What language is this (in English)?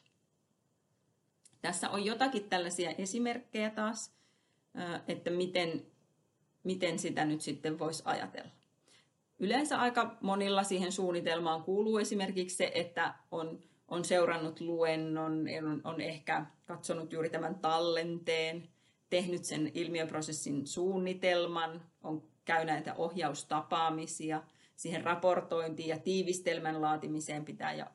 Finnish